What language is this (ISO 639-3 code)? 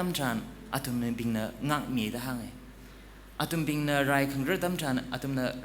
nmf